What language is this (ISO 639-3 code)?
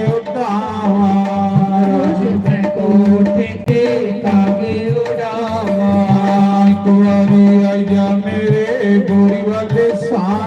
doi